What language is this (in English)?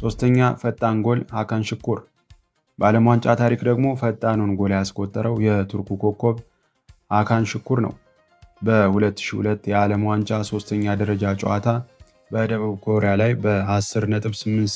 Amharic